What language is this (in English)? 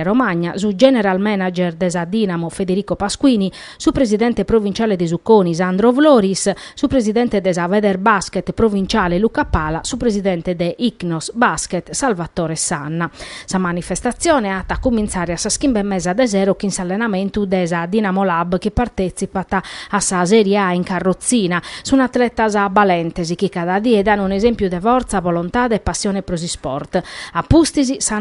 Sardinian